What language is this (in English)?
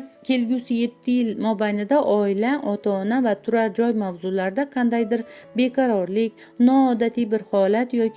Uzbek